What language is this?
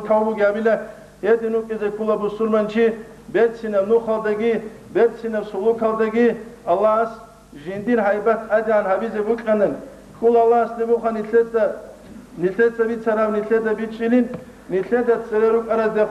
Avaric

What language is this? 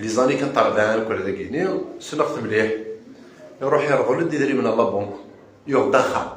Kabyle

